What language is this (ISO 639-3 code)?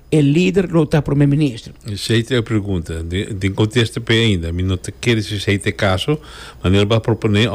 pap